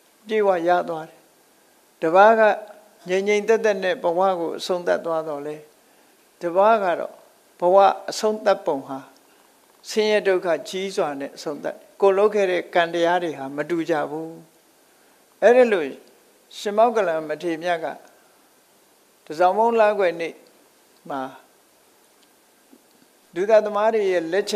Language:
Burmese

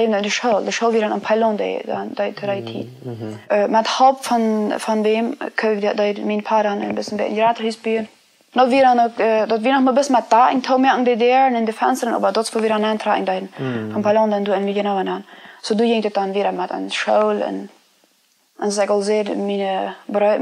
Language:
Plautdietsch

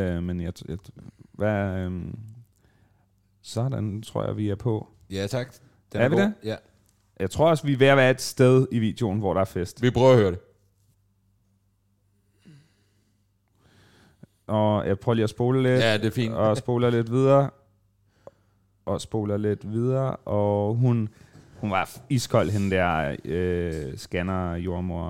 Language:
Danish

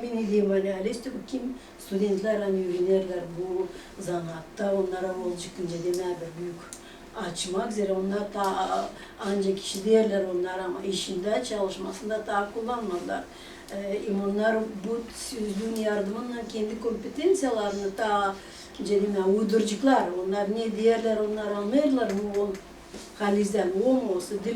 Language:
Gagauz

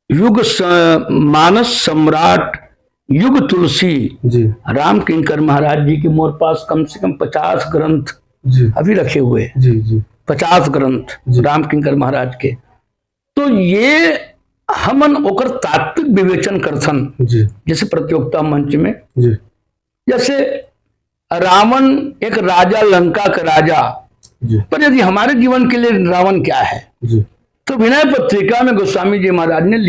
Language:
Chhattisgarhi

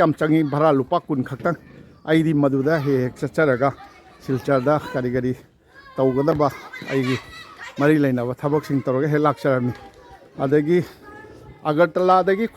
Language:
Manipuri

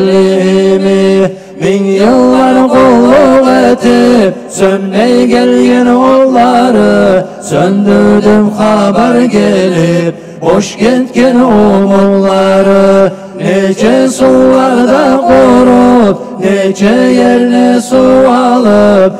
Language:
Kumyk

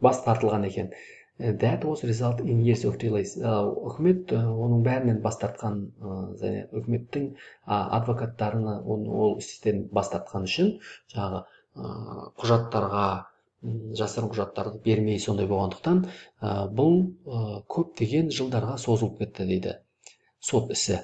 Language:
Kazakh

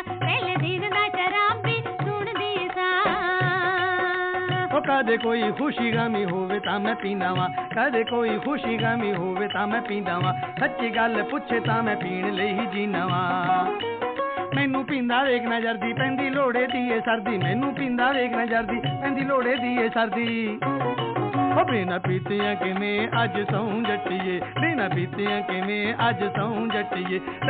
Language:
Punjabi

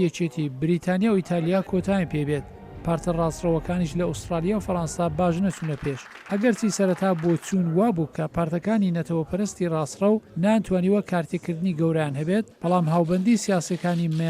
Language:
Central Kurdish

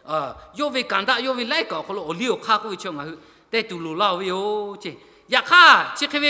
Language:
Lahu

